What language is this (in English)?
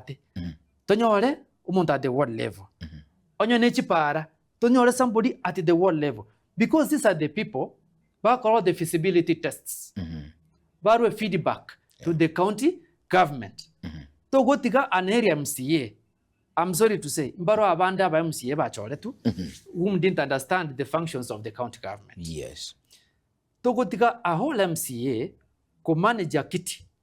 Gusii